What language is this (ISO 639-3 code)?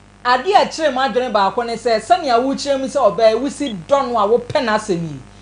aka